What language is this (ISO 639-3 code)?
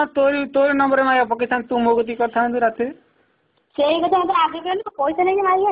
ori